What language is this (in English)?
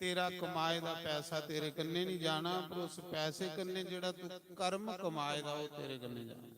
Dogri